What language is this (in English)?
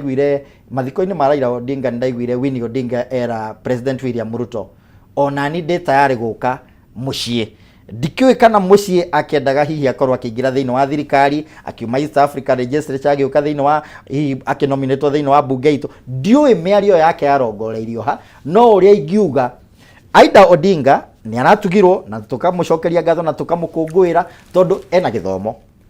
Kikuyu